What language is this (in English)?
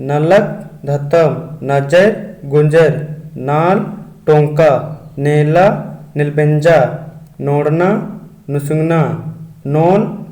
Kurukh